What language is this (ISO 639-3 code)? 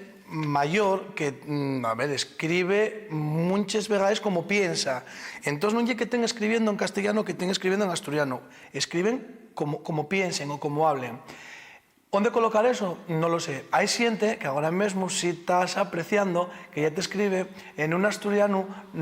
ast